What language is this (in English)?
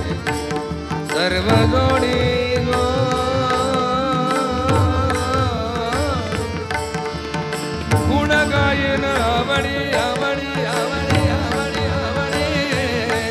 Marathi